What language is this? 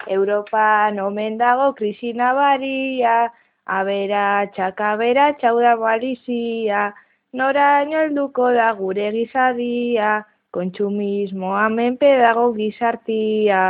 Basque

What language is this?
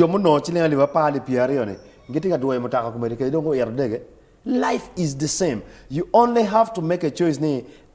Acoli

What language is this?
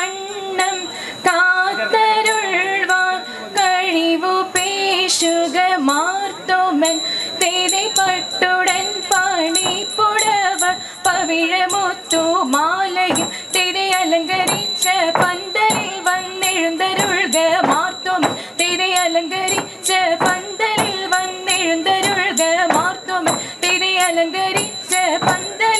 Malayalam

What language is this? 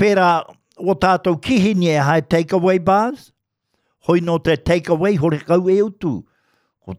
Māori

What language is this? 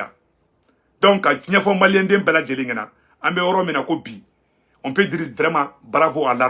Bambara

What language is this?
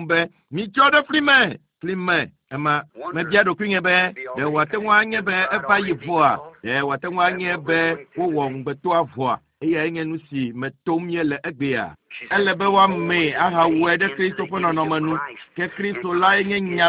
Ewe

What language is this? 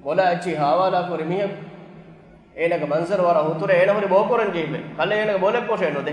Divehi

